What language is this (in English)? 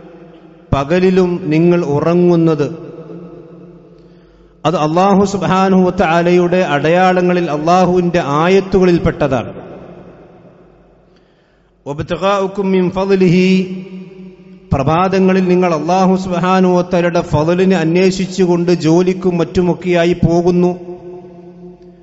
Malayalam